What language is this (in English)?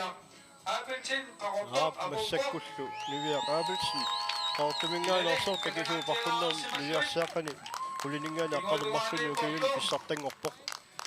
Kalaallisut